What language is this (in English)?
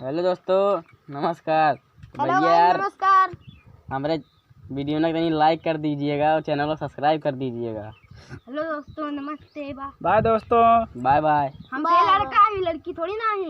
Awadhi